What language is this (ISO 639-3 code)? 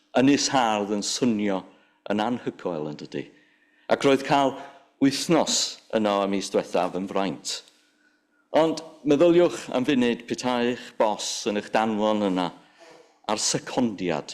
cym